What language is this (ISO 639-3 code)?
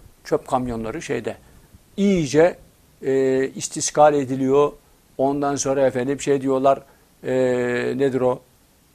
tur